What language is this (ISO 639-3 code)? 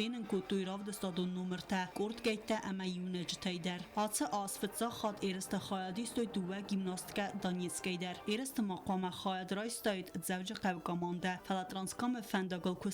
oss